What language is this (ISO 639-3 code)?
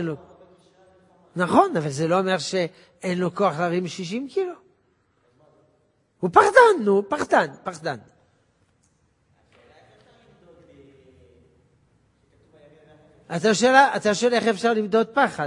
heb